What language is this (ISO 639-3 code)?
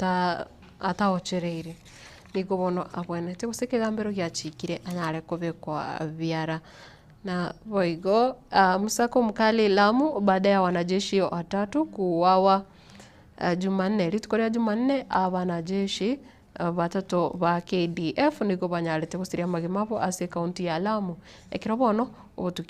guz